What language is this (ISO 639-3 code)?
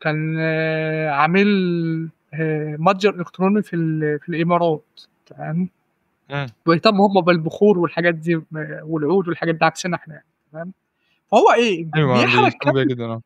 arz